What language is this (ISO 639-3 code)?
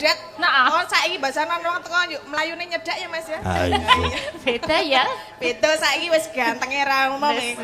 jav